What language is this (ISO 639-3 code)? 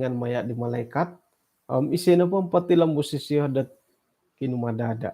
dtp